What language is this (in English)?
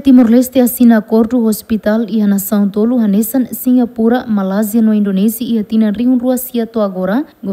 Tetum